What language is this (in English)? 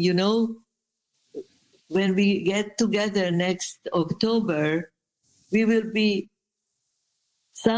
English